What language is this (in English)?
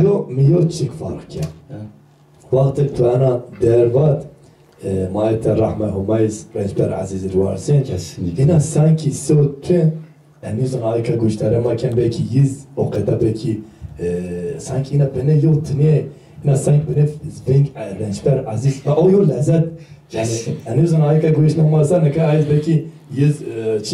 Zaza